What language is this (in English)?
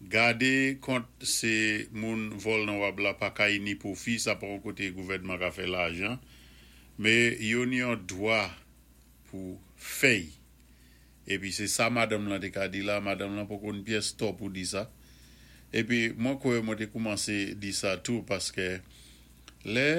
Saint Lucian Creole French